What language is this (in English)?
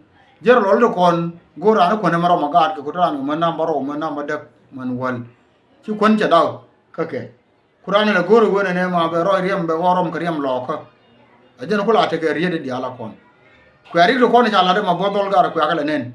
Nuer